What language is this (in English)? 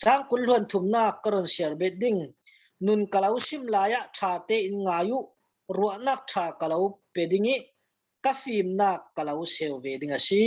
Falam Chin